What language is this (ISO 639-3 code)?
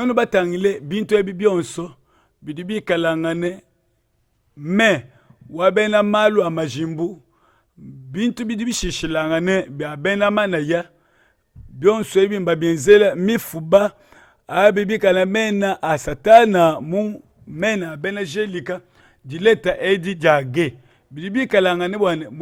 lua